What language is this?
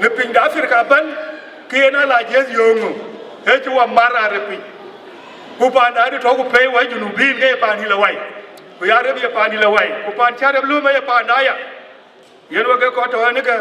Dinka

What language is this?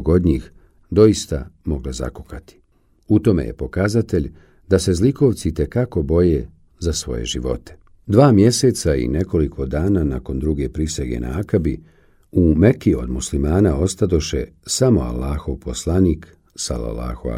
Bosnian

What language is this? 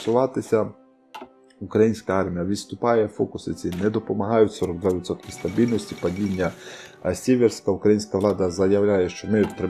Ukrainian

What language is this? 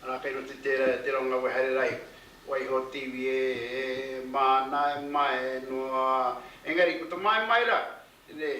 Māori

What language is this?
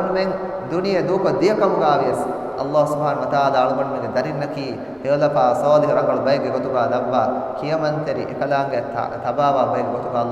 Divehi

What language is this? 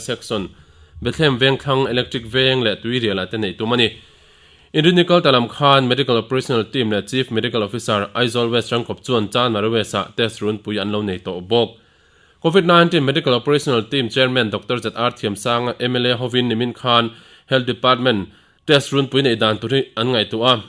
Mizo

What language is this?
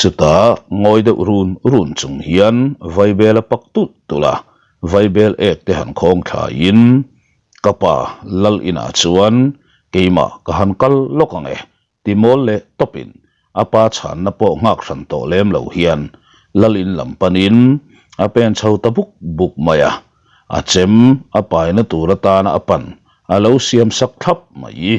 Mizo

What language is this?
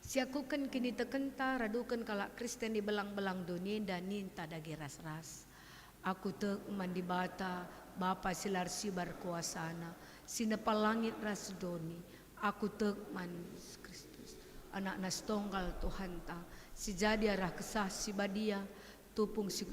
Batak Karo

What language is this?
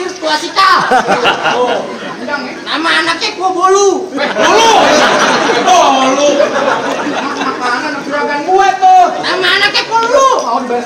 Betawi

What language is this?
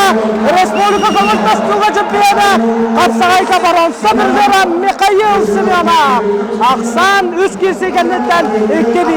Yakut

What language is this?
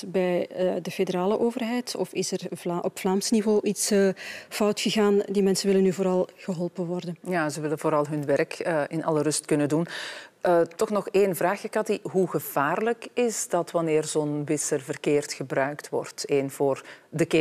Dutch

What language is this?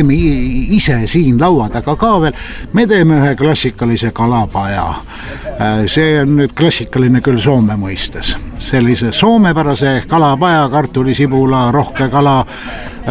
Estonian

